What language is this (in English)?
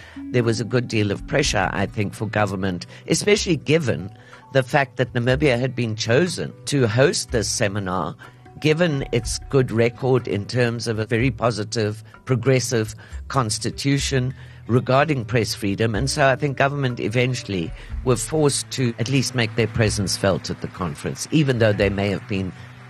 English